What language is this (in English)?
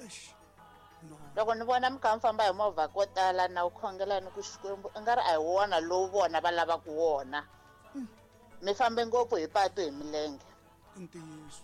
Tsonga